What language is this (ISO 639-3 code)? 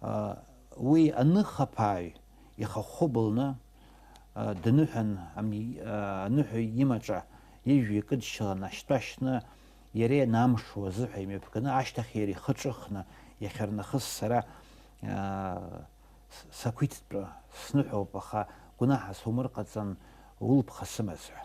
abk